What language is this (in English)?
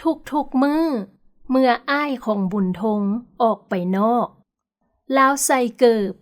Lao